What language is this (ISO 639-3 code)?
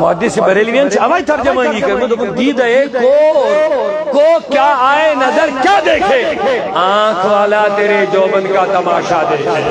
kas